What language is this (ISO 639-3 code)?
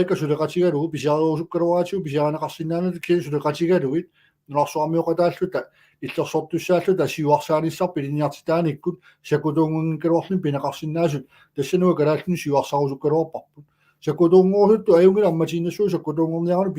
kal